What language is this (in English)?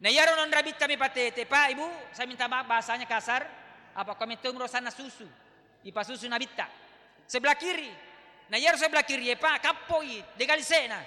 Buginese